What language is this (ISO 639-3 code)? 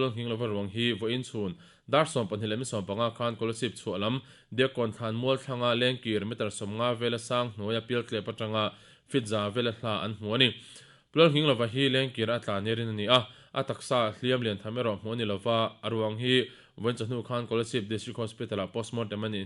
lus